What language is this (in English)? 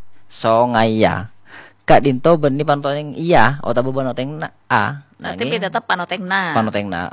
Madurese